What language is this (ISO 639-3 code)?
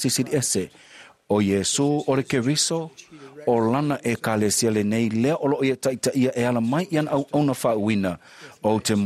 smo